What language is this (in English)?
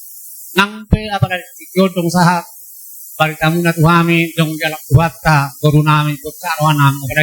Batak Toba